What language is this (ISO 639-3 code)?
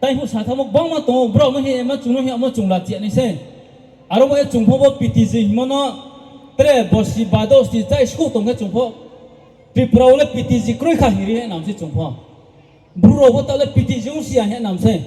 ria